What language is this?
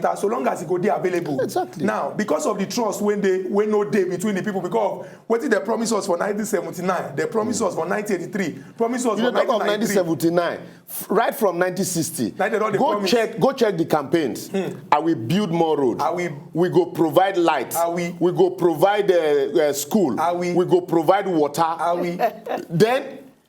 Nigerian Pidgin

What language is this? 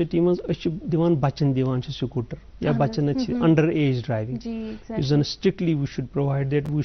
Kashmiri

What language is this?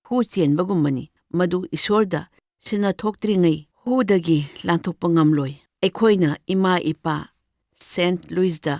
Manipuri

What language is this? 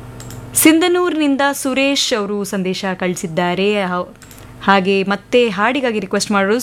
Kannada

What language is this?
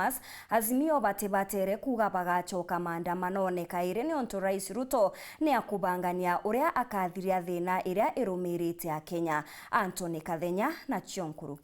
Meru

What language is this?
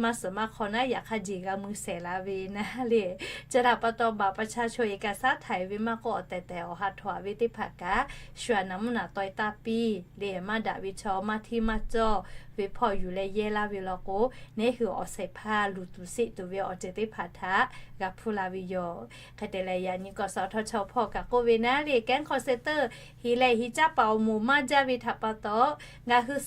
Lahu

